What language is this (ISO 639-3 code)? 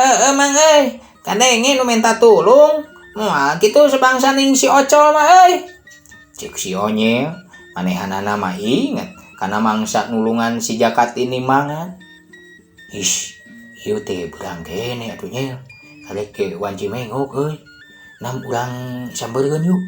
sun